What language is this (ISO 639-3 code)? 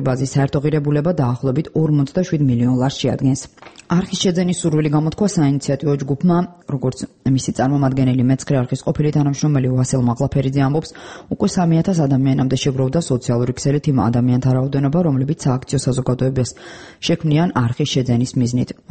kat